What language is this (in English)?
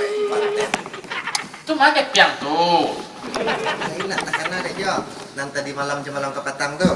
Minangkabau